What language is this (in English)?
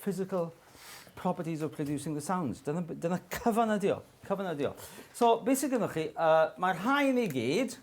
Welsh